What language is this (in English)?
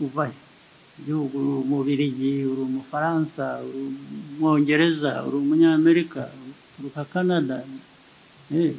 Kinyarwanda